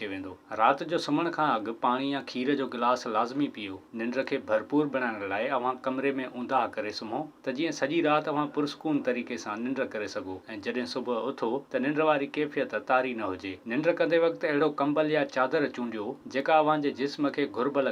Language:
Sindhi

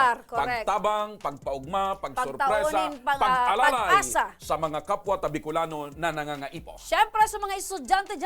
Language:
Bikol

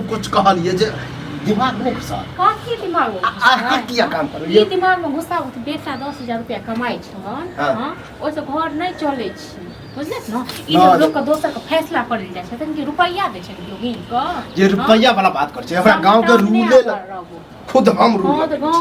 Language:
Maithili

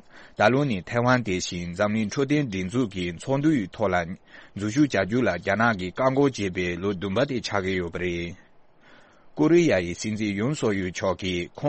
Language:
Tibetan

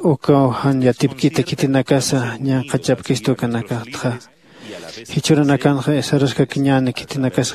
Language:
Aymara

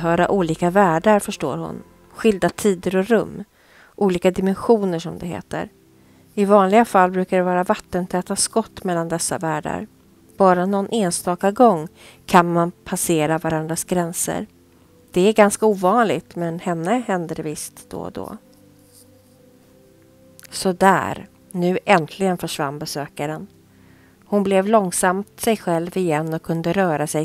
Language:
Swedish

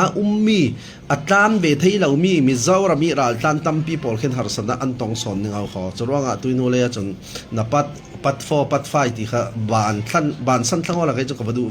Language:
Falam Chin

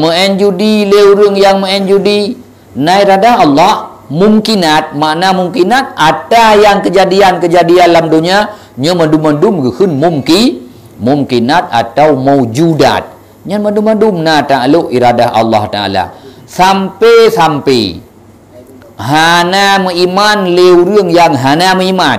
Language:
Achinese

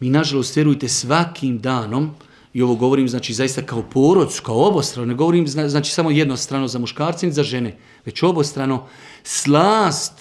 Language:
Bosnian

